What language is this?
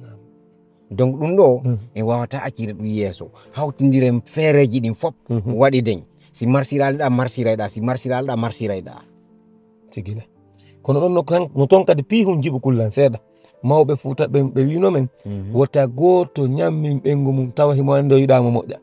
Fula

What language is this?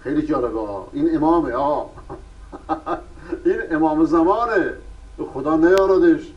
Persian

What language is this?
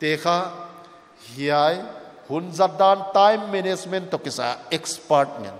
Paite Chin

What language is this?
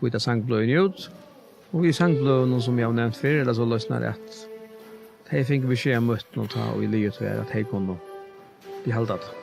Faroese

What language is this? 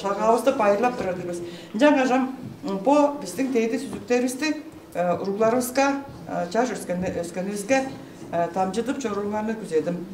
Tuvinian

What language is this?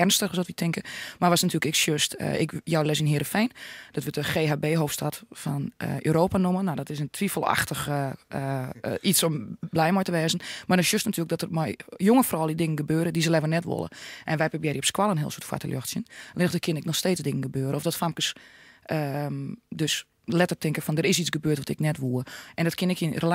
Western Frisian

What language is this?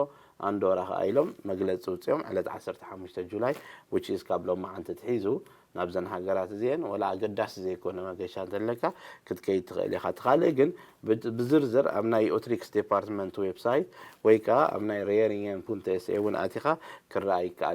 Tigrinya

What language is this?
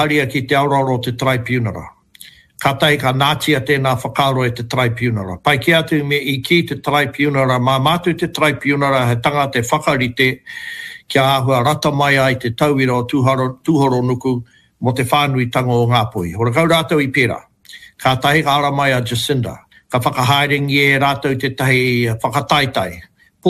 Māori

